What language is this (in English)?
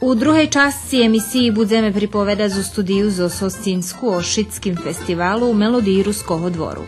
Rusyn